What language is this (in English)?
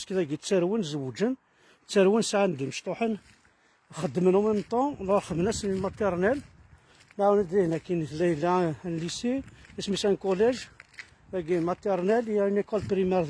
Kabyle